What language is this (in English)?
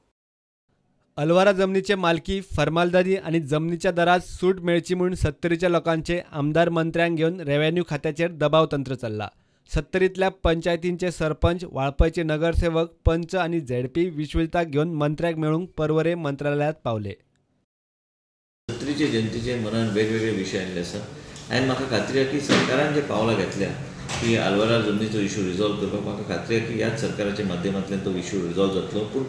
Konkani